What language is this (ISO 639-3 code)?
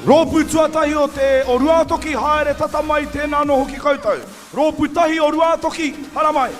mri